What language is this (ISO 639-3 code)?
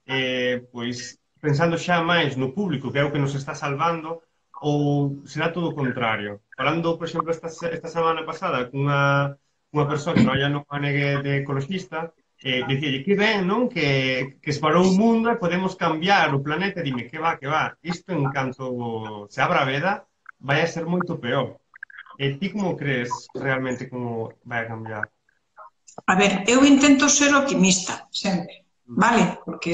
glg